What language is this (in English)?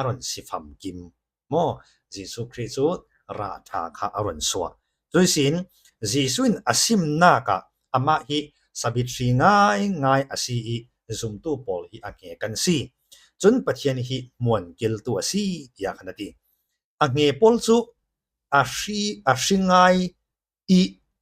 Falam Chin